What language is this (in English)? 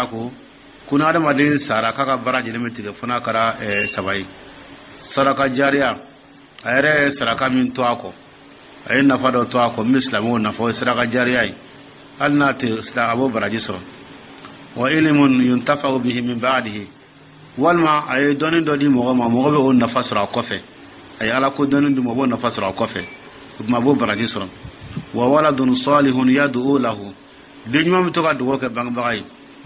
Dyula